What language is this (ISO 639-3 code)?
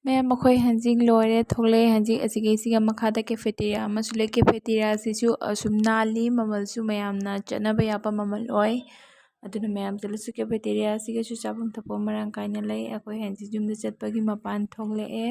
mni